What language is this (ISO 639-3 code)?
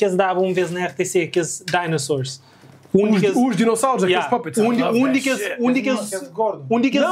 kea